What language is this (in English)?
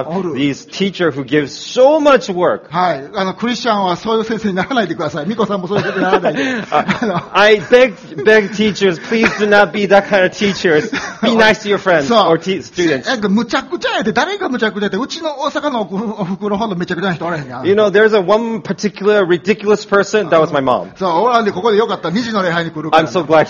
Japanese